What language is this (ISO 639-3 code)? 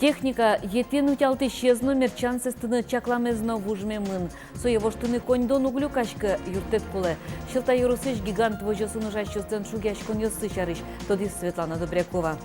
udm